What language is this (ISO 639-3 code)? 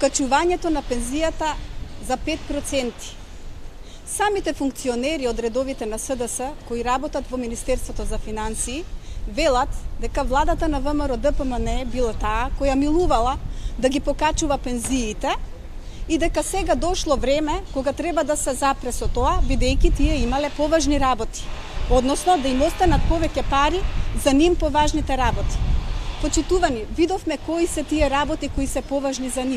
mkd